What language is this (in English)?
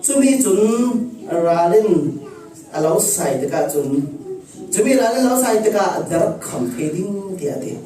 Falam Chin